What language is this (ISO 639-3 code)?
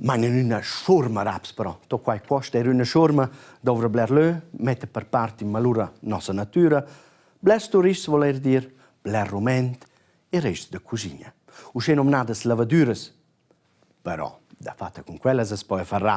roh